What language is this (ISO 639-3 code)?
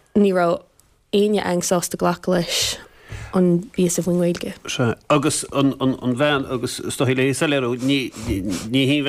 gle